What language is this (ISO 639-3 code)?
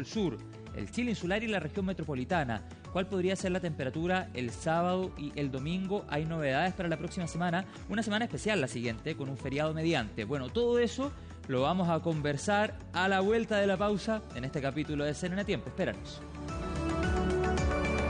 spa